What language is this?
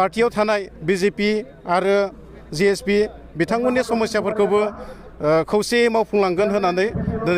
Bodo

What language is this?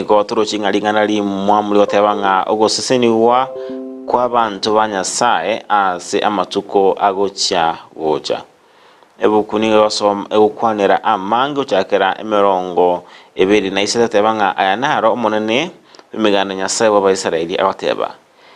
Gusii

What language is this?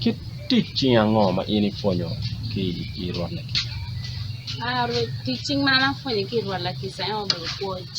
Acoli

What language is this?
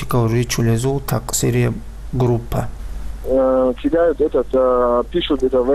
Avaric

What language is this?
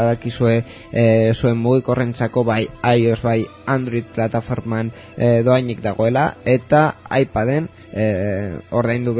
Basque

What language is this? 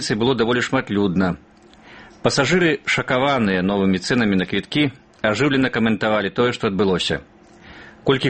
Belarusian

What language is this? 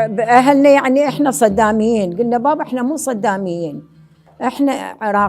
Mesopotamian Arabic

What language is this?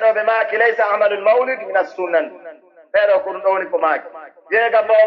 Pular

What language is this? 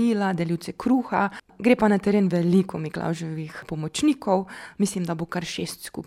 Slovenian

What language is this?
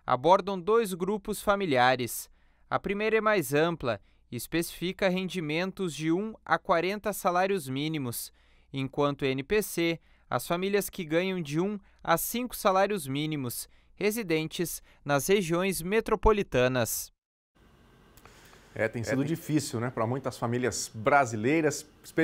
Portuguese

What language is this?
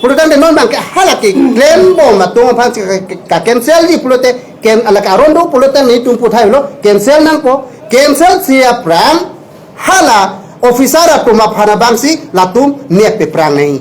Karbi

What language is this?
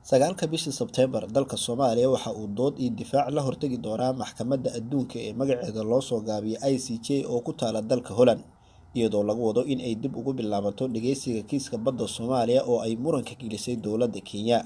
Somali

